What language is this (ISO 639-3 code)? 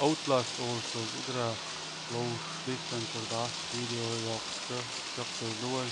che